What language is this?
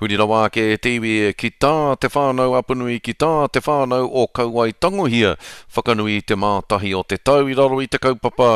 Māori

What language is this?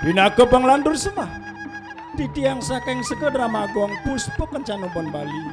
Balinese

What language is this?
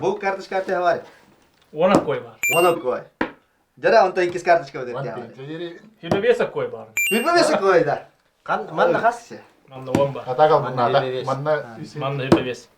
Yakut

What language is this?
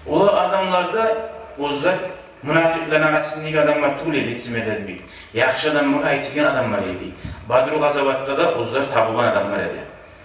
Kumyk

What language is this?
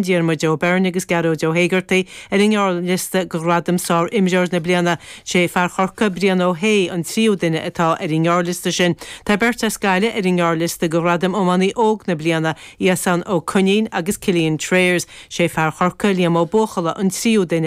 Irish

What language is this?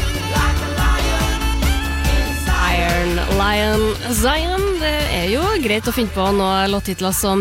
Norwegian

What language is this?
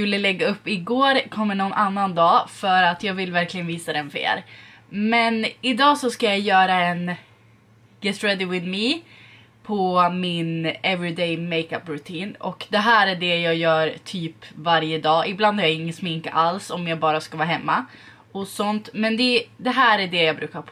Swedish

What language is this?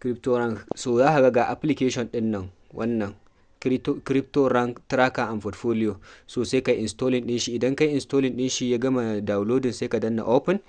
Hausa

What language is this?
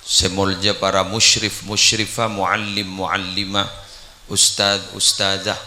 Madurese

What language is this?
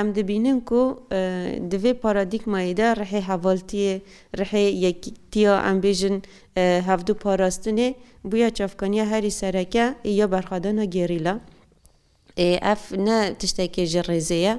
Kurdish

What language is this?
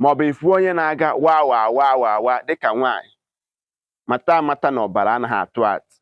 Igbo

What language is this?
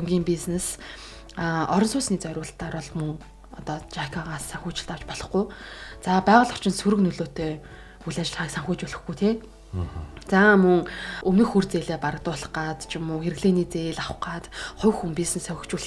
Mongolian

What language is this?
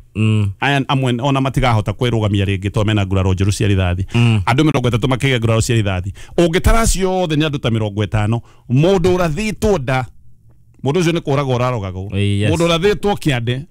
Kikuyu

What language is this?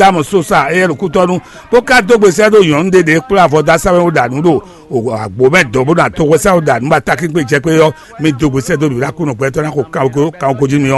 Fon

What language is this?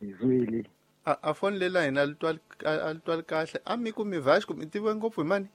Tsonga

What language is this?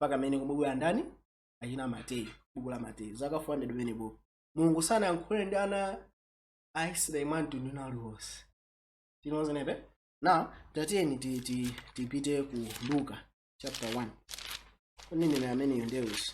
Nyanja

